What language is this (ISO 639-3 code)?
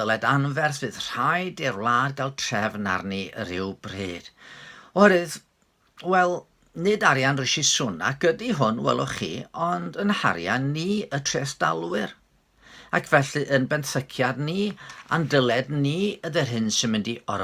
cym